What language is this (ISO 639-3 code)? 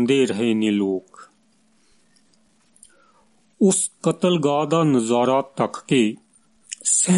pan